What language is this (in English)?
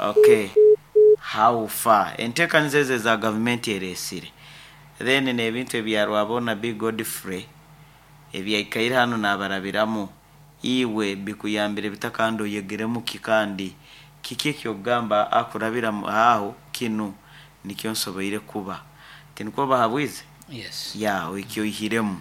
Nyankole